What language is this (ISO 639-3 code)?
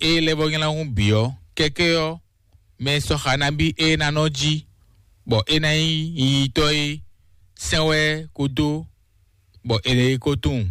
fon